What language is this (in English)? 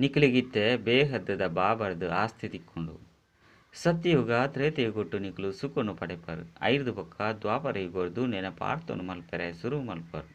Tulu